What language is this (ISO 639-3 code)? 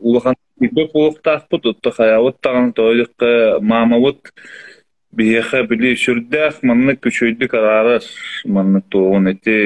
sah